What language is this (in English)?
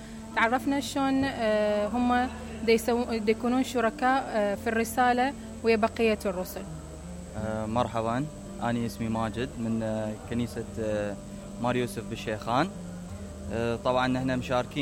Mesopotamian Arabic